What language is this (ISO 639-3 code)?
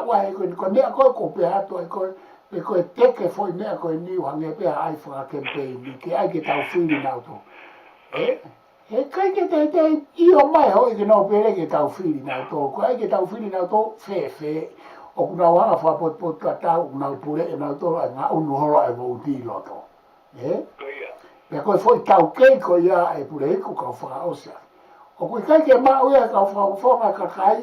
ton